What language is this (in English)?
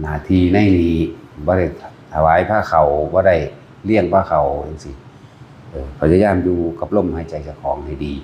Northeastern Thai